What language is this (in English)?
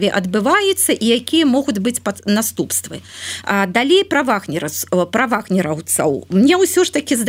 Belarusian